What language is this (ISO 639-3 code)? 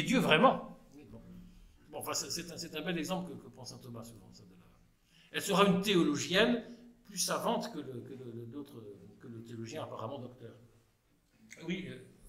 fra